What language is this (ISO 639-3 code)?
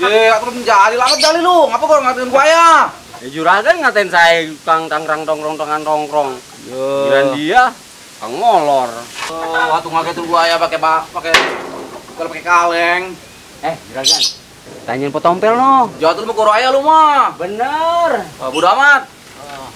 bew